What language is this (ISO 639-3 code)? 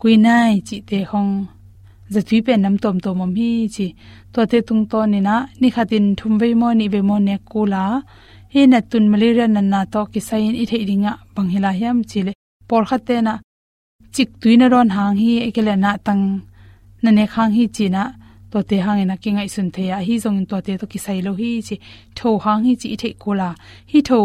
ctd